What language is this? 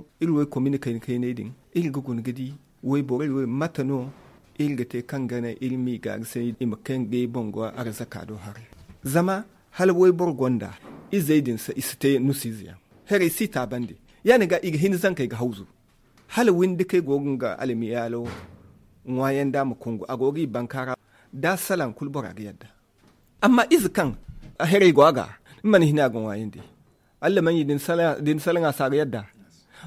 Zarma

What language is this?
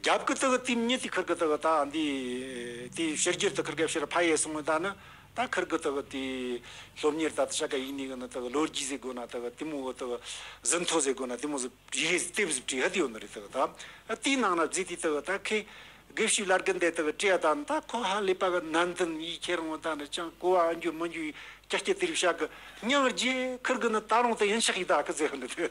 Tibetan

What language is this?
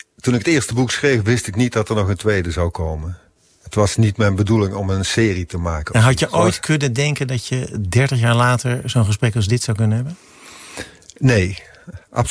Dutch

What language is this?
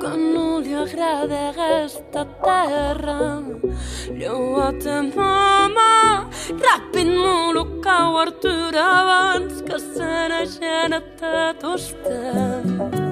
Occitan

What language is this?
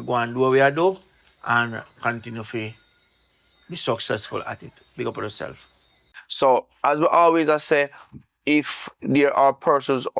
Jamaican Creole English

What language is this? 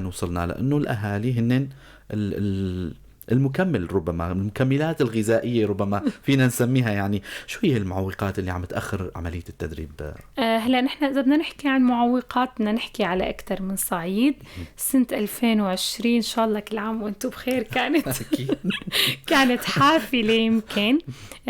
North Levantine Arabic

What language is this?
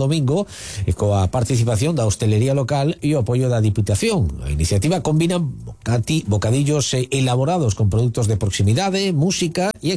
Galician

